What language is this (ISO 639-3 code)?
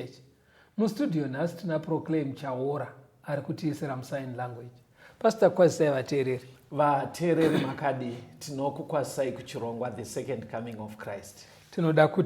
sna